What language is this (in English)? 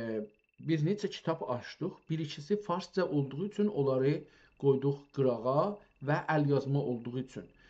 South Azerbaijani